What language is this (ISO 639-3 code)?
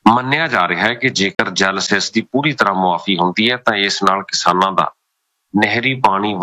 pan